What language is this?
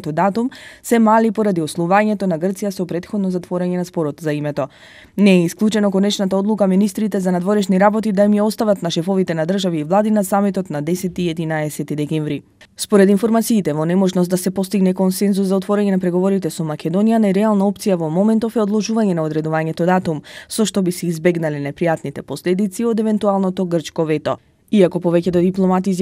Macedonian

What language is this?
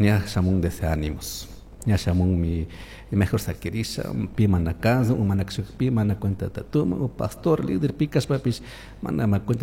Chimborazo Highland Quichua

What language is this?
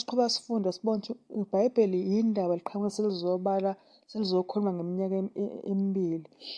Zulu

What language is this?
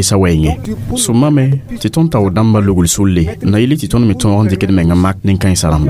Mossi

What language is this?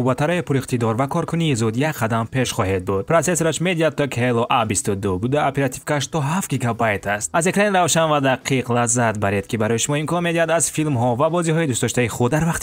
Tajik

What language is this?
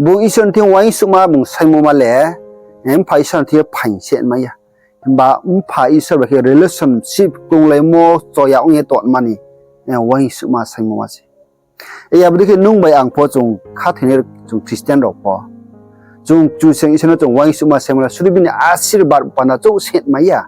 Riang (India)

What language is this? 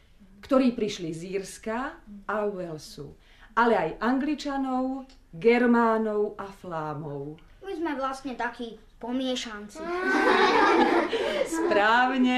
Slovak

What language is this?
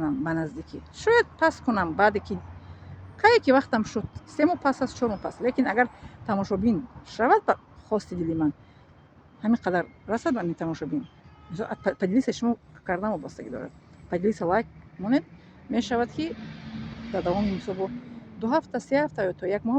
Tajik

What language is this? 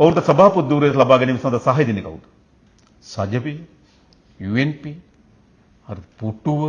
Sinhala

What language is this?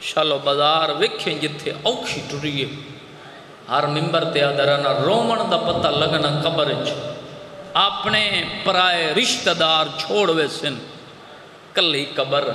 Saraiki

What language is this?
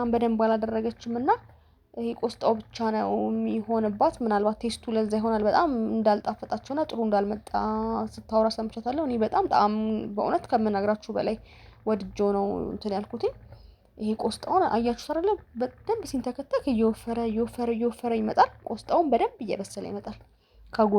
Amharic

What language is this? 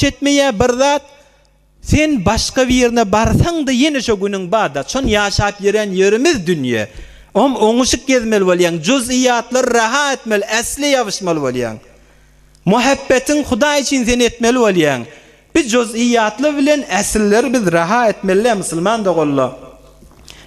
Turkmen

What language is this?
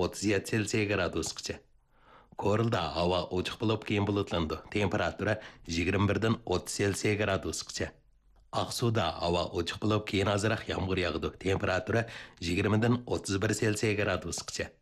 Uyghur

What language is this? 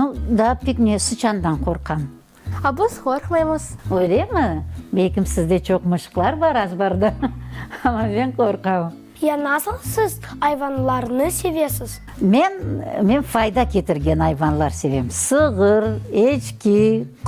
Crimean Tatar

